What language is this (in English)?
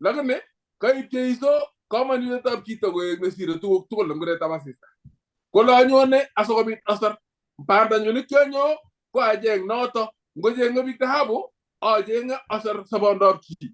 Kalenjin